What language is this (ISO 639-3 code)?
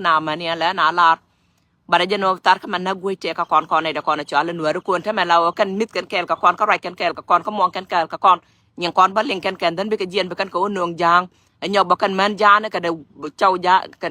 nus